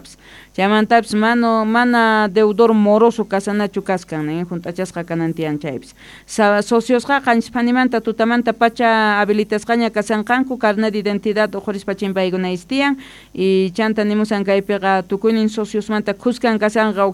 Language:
South Bolivian Quechua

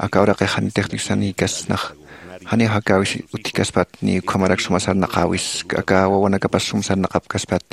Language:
Aymara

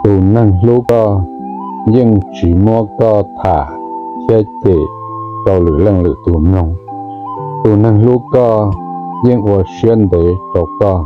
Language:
Hmong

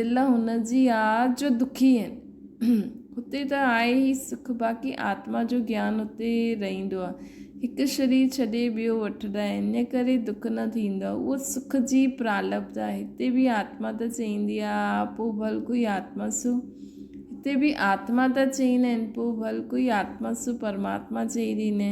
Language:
Sindhi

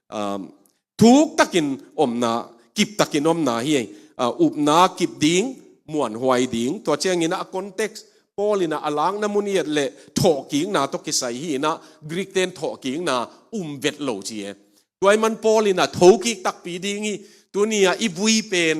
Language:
Tedim Chin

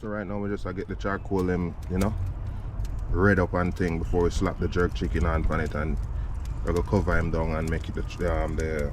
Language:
Jamaican Creole English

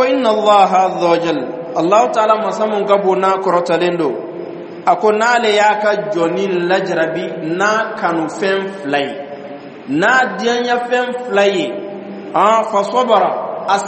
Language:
Dyula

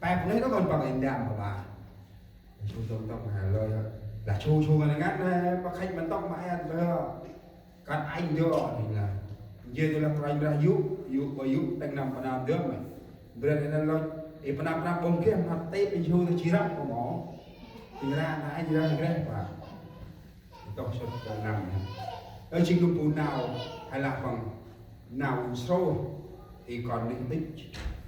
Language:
Central Mnong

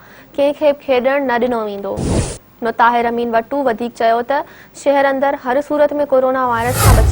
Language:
Sindhi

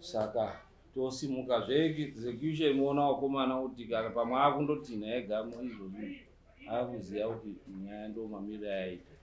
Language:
Shona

